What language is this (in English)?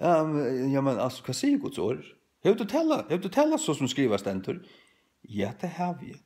Faroese